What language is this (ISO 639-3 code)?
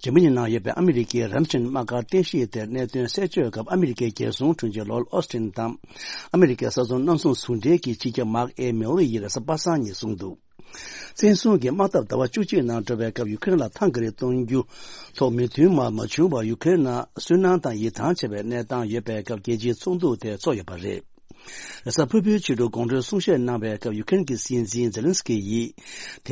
bod